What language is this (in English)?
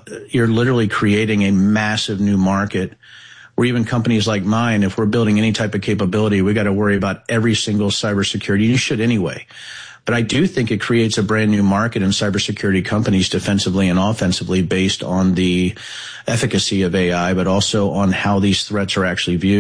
English